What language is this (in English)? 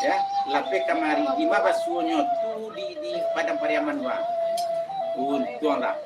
Minangkabau